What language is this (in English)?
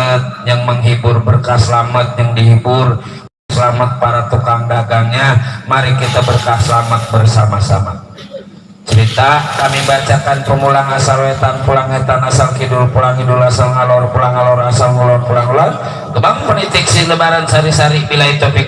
Betawi